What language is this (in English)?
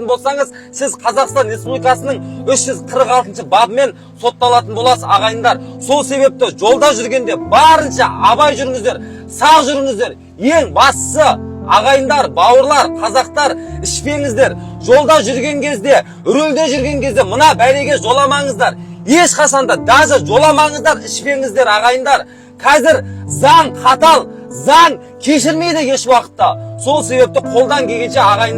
Kazakh